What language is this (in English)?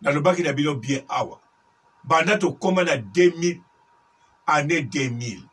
Lingala